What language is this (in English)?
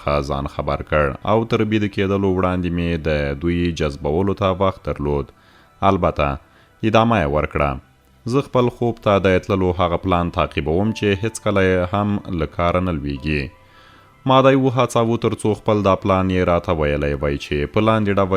Pashto